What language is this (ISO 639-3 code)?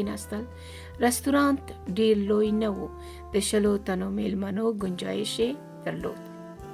pus